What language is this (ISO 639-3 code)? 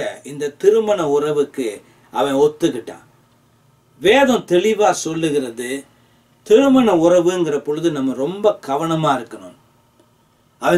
tam